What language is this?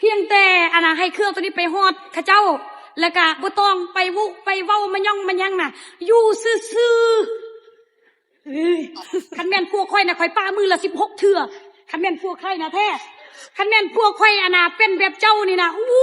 Lao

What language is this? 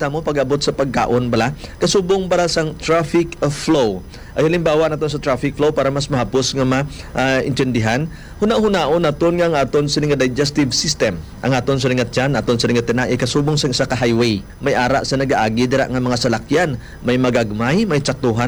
Hiligaynon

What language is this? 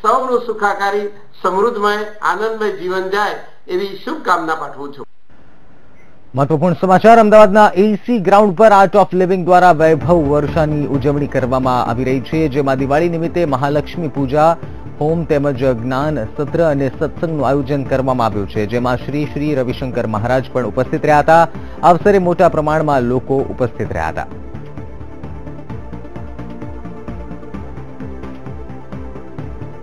Gujarati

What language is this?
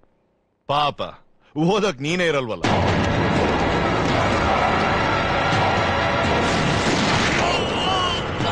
Kannada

